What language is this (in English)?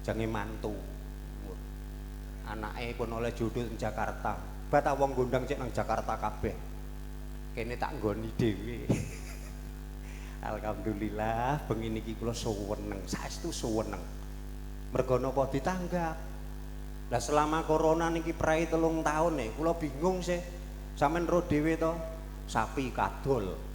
Javanese